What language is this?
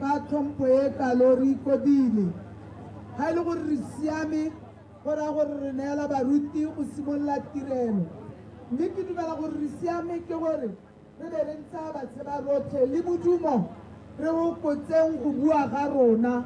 Tswana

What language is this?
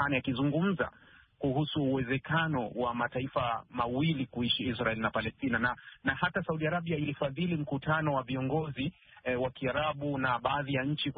Swahili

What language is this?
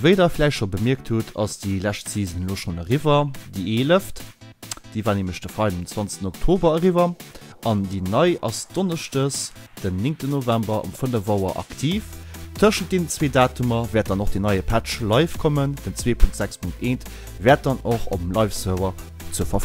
Luxembourgish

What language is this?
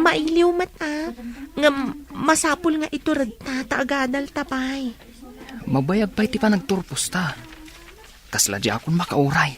Iloko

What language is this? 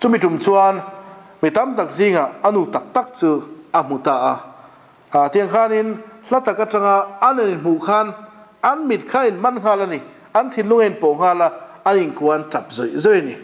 Mizo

